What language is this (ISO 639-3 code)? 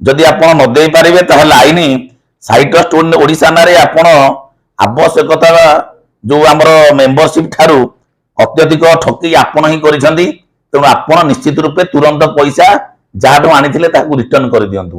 ori